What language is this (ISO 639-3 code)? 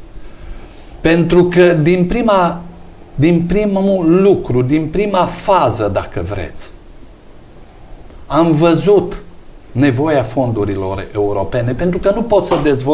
ron